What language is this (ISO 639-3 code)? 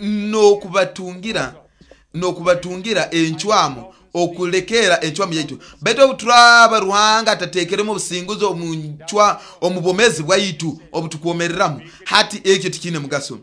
nyo